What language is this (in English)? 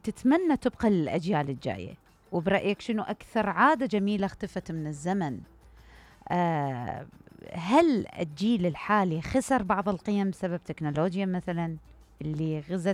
Mesopotamian Arabic